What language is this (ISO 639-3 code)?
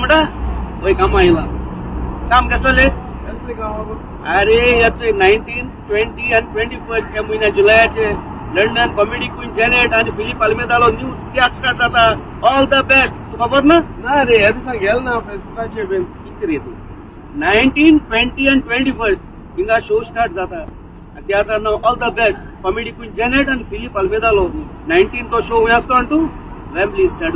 kok